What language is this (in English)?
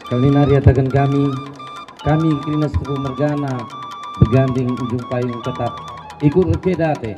Batak Karo